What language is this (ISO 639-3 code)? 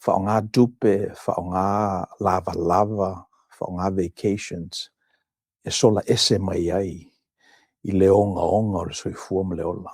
smo